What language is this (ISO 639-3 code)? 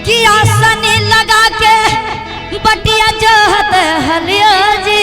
mag